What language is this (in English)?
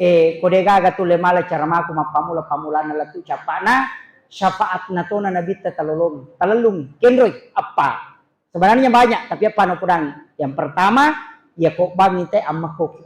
Buginese